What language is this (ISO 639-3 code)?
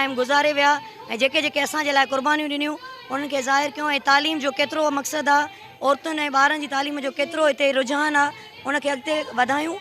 snd